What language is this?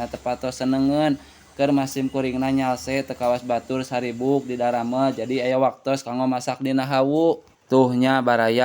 Sundanese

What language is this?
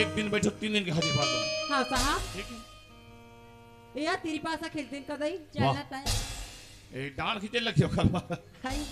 Chhattisgarhi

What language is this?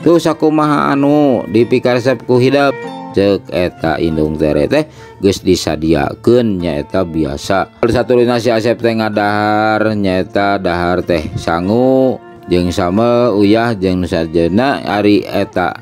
Sundanese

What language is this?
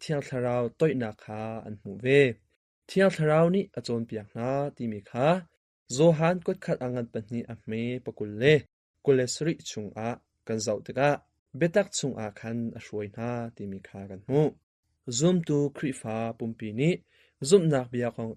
Hakha Chin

